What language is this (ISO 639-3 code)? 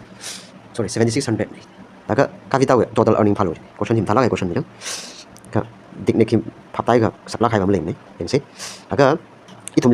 nmf